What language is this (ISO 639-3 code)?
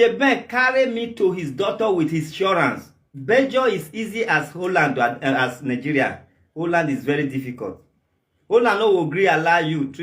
pcm